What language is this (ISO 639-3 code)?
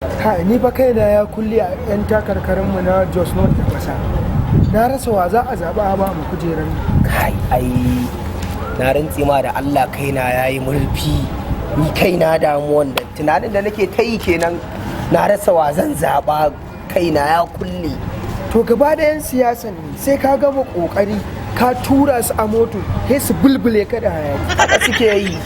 hau